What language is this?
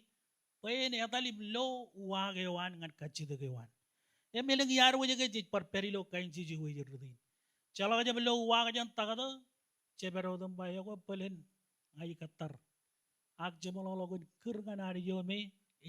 Marshallese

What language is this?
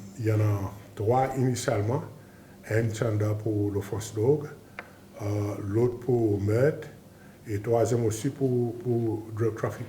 Seselwa Creole French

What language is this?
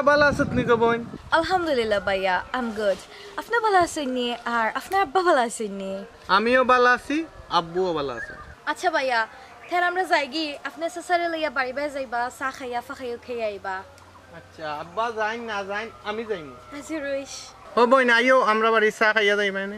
Sylheti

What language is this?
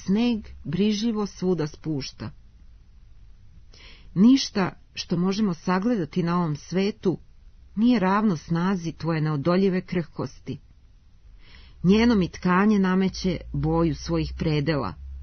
Serbian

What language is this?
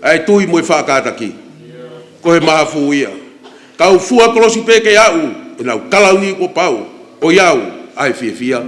Tongan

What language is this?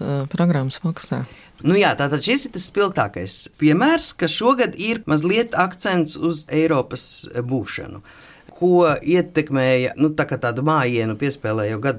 Latvian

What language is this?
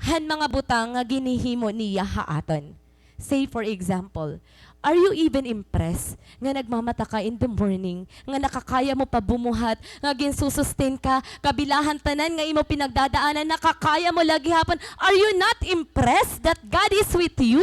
Waray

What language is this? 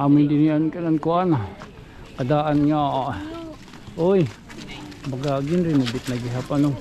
Waray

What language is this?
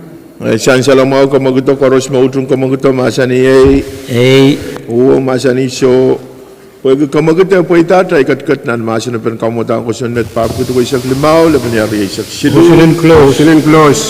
Pohnpeian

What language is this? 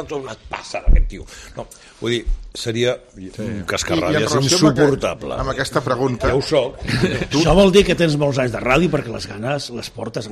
Catalan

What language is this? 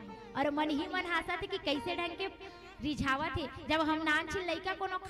Chhattisgarhi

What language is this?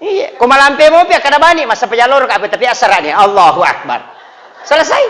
Buginese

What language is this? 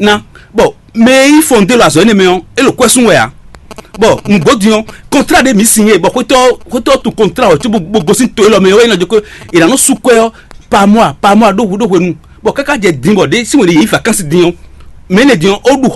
Fon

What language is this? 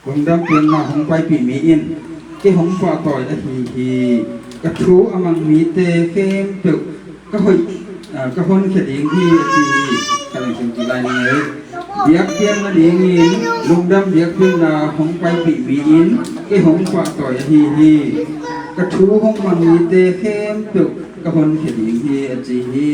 Tedim Chin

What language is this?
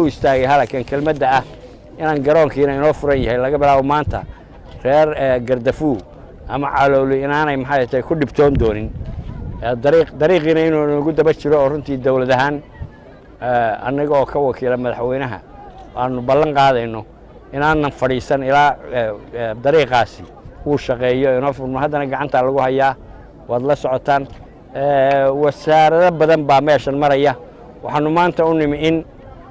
Somali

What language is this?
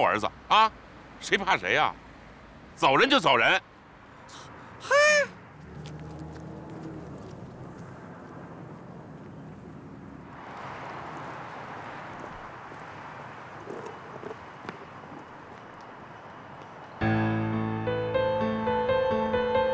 Chinese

